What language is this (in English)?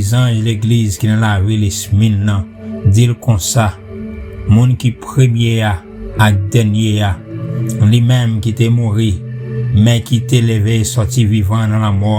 Haitian Creole